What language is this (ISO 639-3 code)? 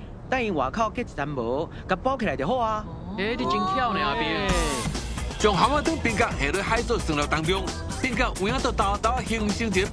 nan